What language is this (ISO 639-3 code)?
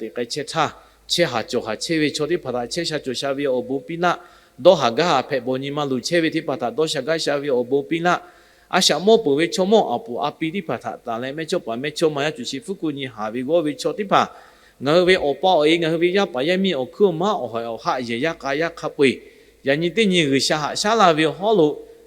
lhu